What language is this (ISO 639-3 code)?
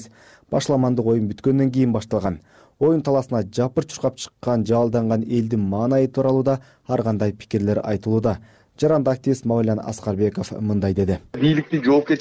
kir